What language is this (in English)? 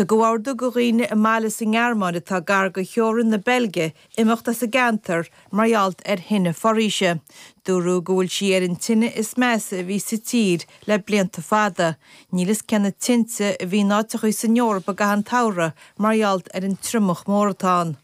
Irish